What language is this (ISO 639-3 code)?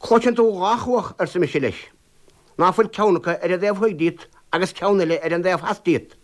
gle